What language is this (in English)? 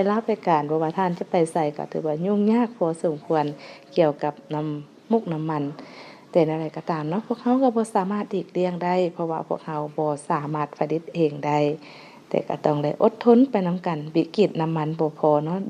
Lao